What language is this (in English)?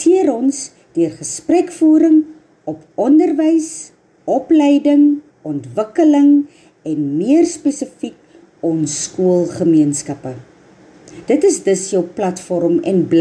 Afrikaans